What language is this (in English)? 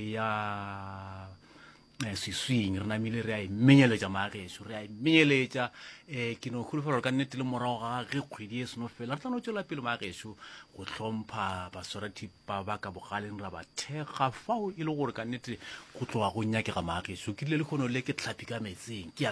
Northern Sotho